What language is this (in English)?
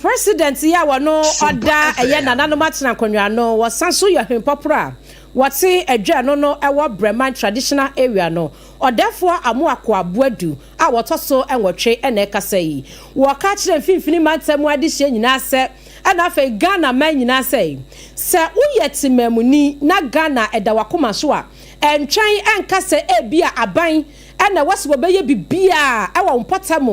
Akan